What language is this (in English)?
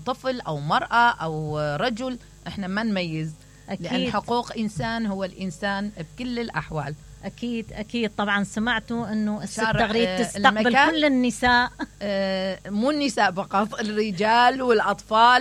Mesopotamian Arabic